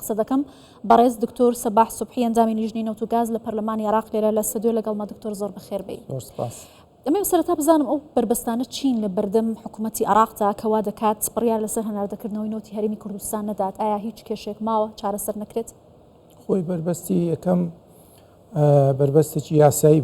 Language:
Central Kurdish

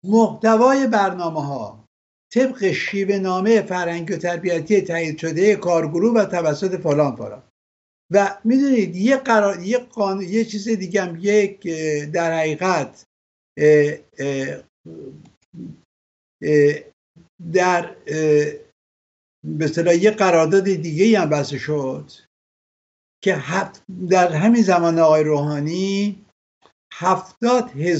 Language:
Persian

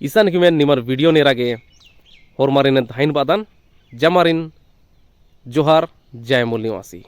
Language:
Kurukh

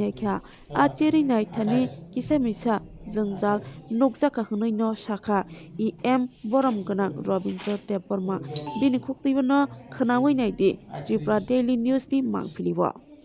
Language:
Kok Borok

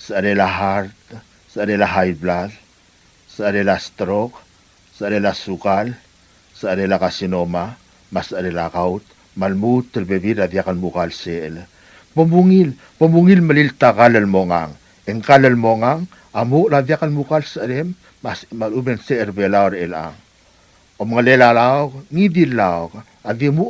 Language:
Palauan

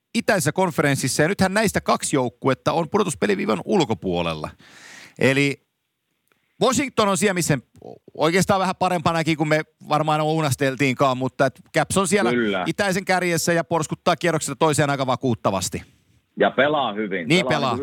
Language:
Finnish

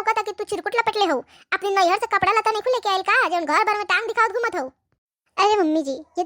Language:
Bhojpuri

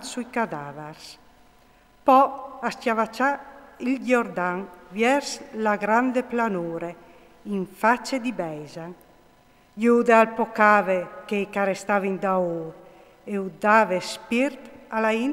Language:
Friulian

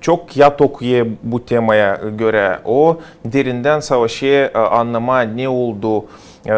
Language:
Gagauz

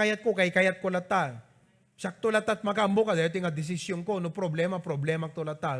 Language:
Iloko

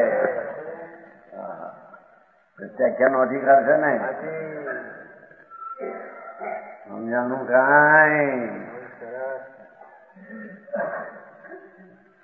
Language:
Gujarati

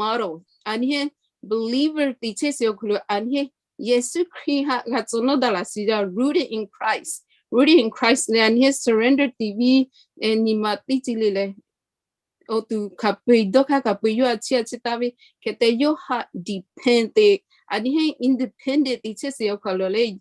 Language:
Lahu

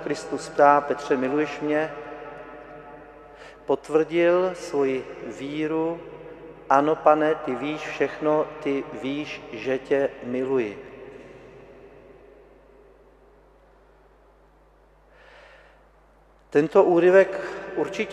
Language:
Czech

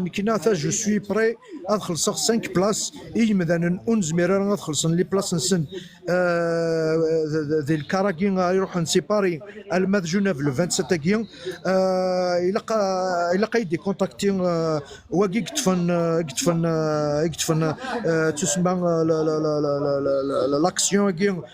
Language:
Kabyle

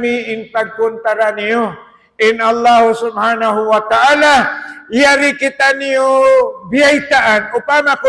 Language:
Tausug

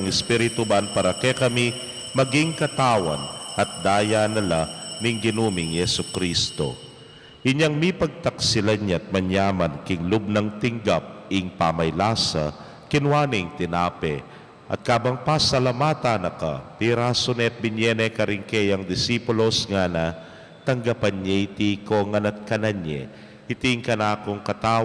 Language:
Pampanga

